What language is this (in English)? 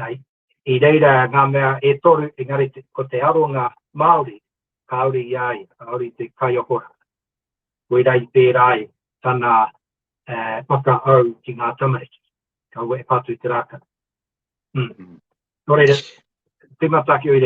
Māori